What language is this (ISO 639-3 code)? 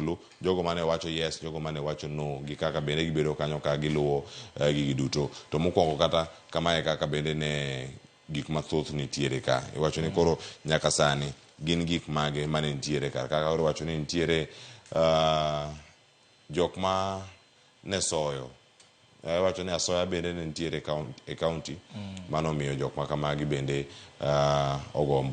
luo